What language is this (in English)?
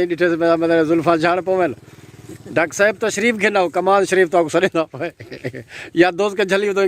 Saraiki